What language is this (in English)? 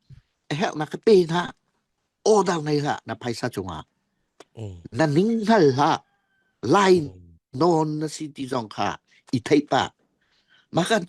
Falam Chin